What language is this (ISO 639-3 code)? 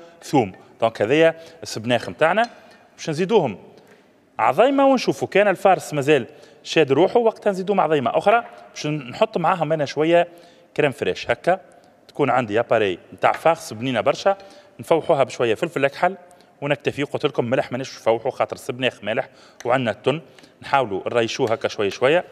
aeb